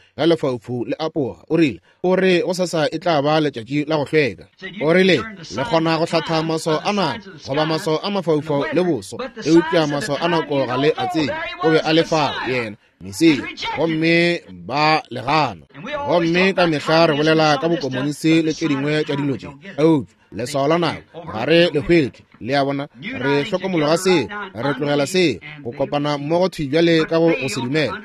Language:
Northern Sotho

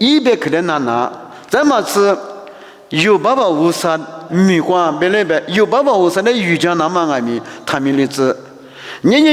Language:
Lisu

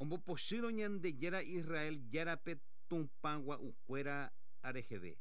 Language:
Guarani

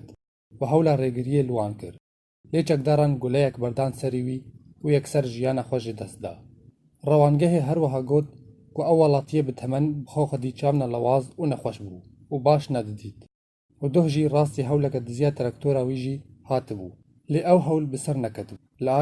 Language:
Kurdish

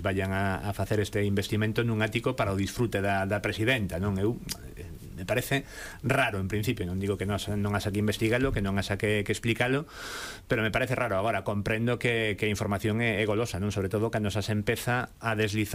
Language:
Galician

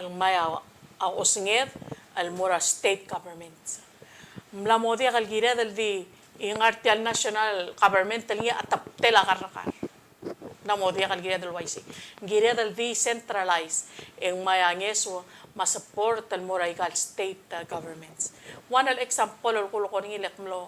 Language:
Palauan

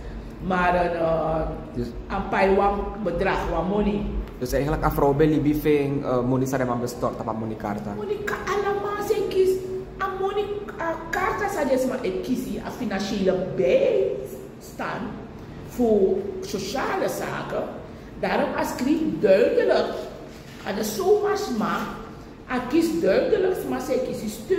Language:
Sranan Tongo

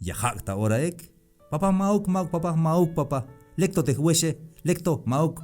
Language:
Tzeltal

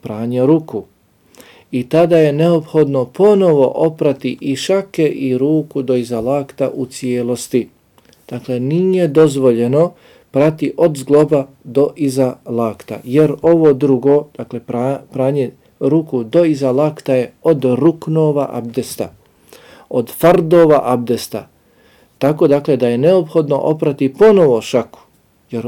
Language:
Bosnian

